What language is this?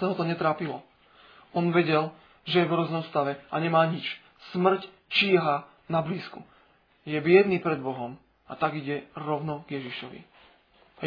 Slovak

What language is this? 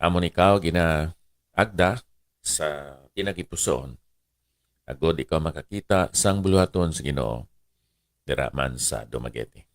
Hiligaynon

